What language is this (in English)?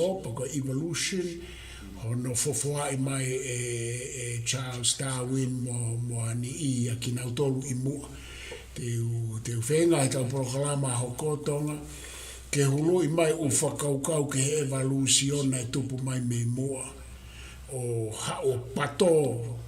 Tongan